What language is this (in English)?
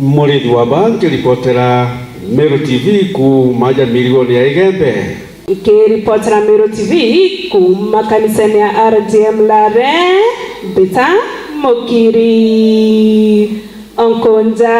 Meru